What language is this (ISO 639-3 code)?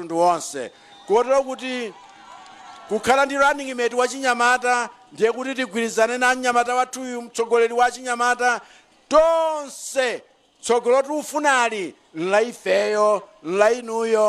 nya